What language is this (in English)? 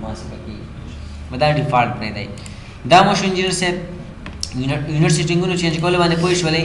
Pashto